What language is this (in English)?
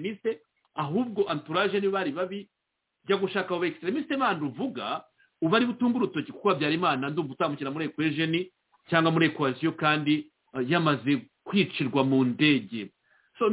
Kinyarwanda